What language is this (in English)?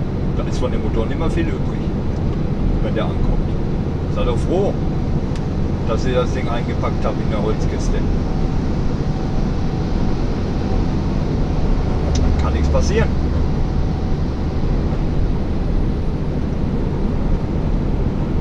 German